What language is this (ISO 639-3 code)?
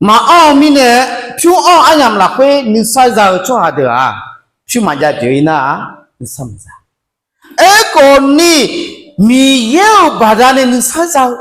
ahk